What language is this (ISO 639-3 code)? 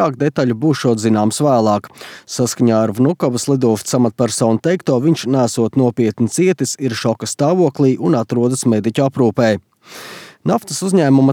lav